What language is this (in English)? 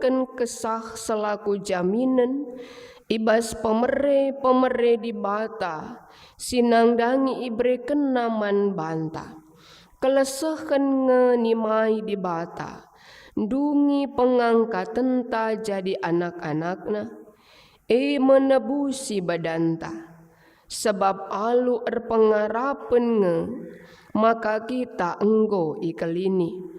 Batak Karo